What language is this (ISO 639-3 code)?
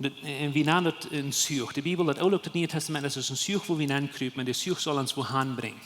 pdt